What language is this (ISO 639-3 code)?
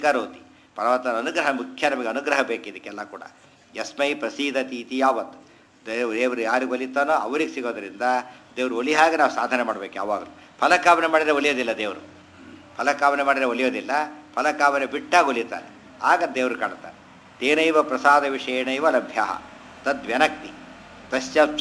kan